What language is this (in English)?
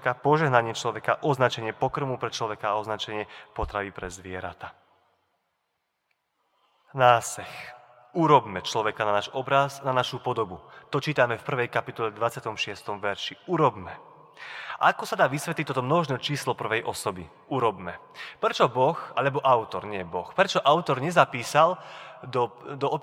Slovak